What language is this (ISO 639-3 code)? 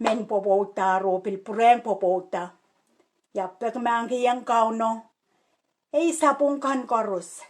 pon